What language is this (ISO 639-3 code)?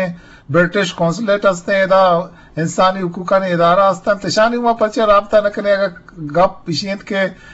bgp